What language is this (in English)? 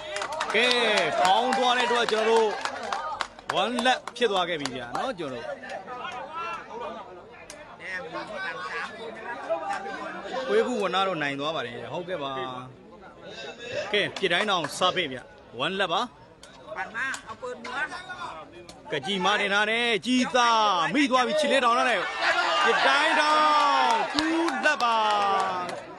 Burmese